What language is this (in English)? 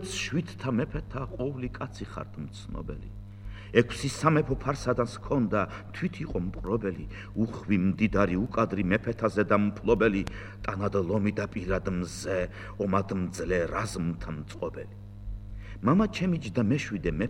Georgian